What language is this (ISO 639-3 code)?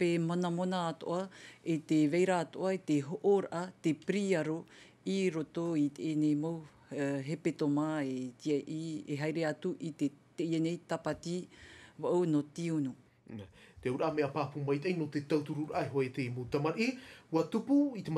tah